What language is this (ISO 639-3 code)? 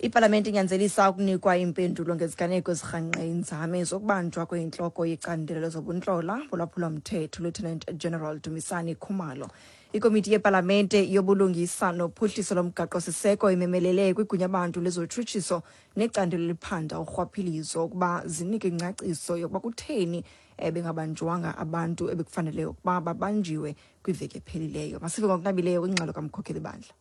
xho